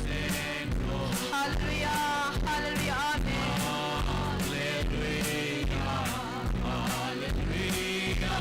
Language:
Hmar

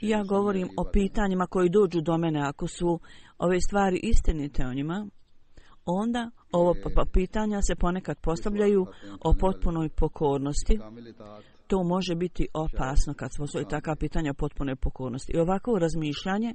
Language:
Bosnian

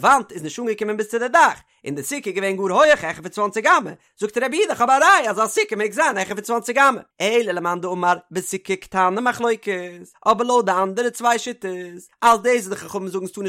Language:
Yiddish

